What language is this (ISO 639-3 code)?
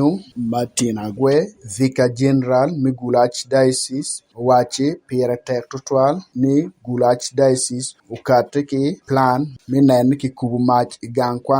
ach